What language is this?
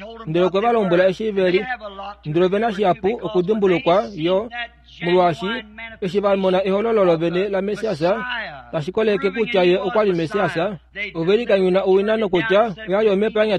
Kuanyama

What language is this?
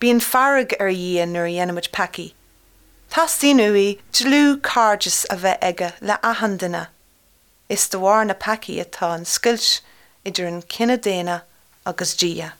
Irish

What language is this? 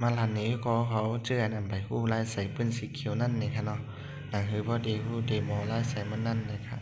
Shan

